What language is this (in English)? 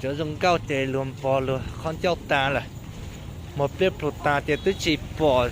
Hmong